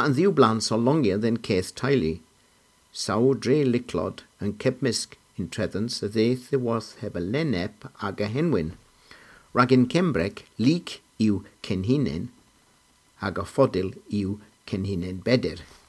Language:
Cornish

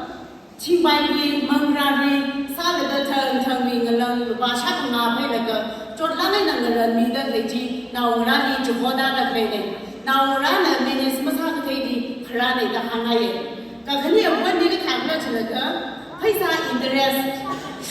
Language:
Tangkhul Naga (India)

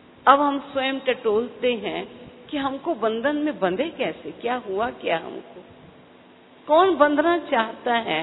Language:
Hindi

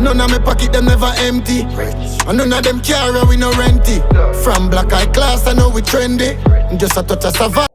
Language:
Jamaican Creole English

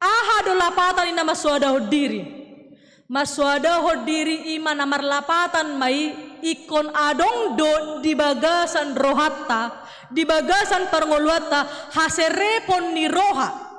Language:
Batak Toba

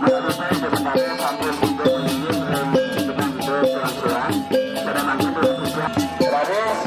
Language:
Balinese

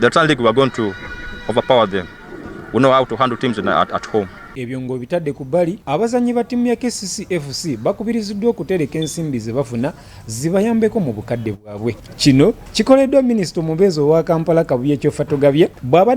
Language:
Ganda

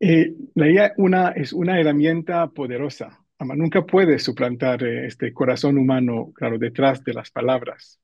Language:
Ladino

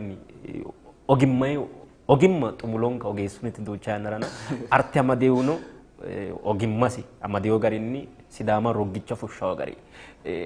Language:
Sidamo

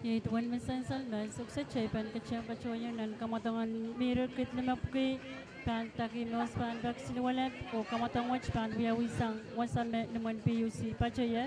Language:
Pohnpeian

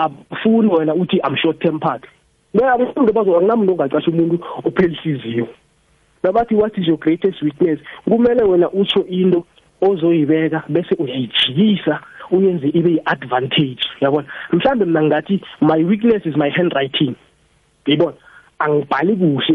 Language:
South Ndebele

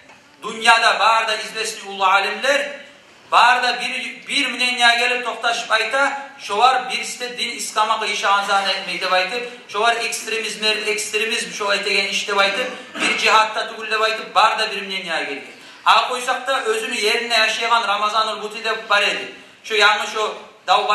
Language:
Kumyk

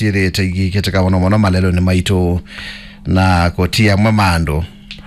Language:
Kamba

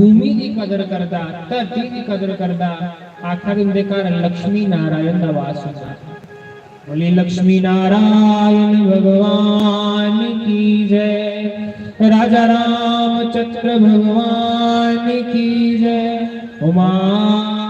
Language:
Dogri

